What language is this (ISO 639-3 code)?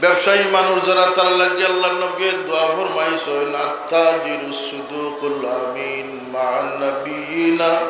syl